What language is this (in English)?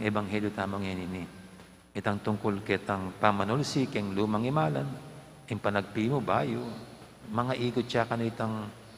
Pampanga